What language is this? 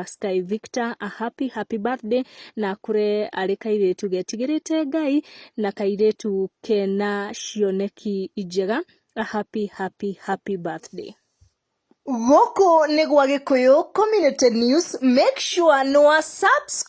Kikuyu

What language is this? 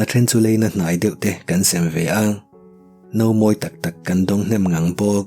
Mizo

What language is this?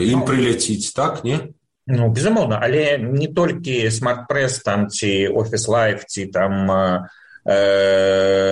Belarusian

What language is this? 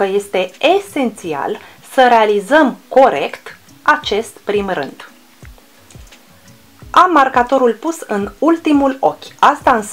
Romanian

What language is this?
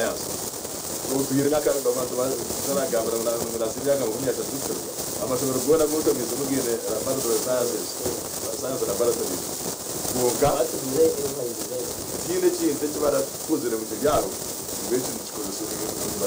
Nyankole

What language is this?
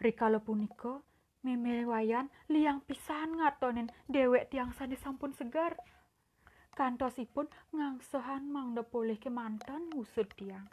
Balinese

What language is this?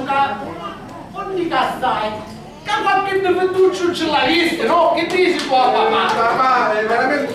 Sicilian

